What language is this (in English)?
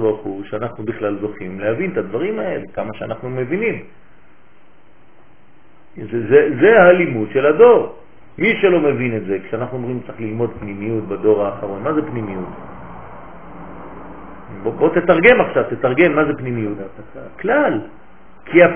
Hebrew